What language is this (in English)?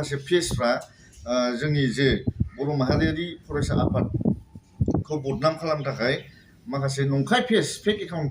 Bodo